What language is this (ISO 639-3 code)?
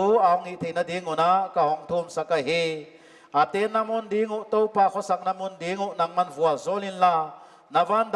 pck